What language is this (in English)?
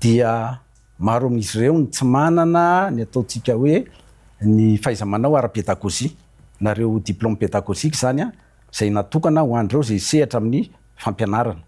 Malagasy